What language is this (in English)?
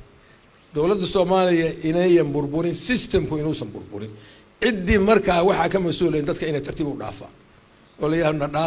Somali